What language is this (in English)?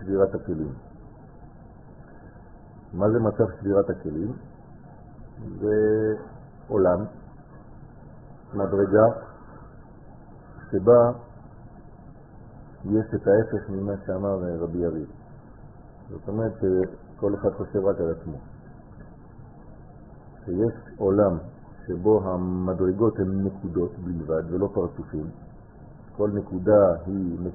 Hebrew